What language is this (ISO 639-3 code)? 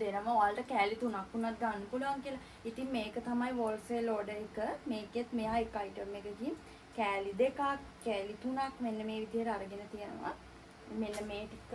sin